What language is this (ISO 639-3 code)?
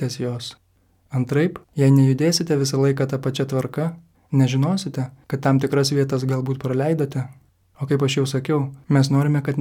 lit